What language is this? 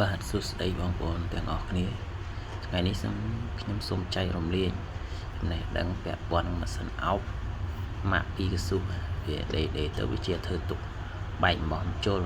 Khmer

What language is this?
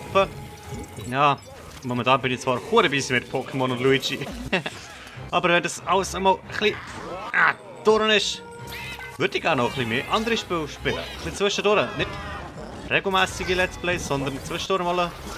Swiss German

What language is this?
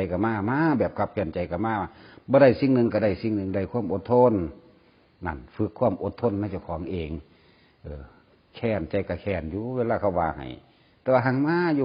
Northeastern Thai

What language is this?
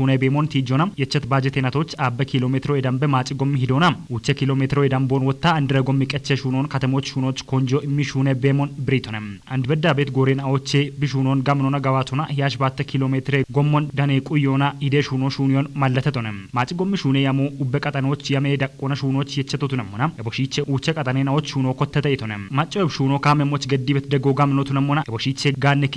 Kafa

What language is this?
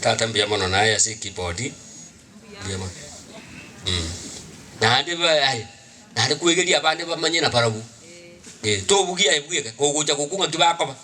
Gusii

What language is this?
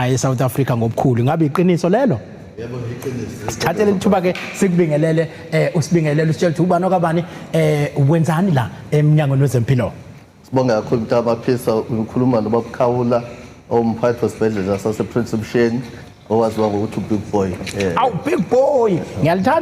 Zulu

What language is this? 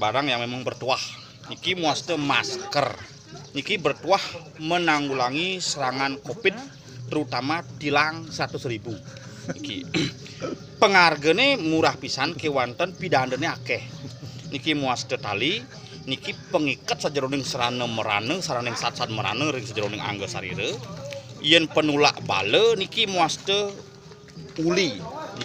Balinese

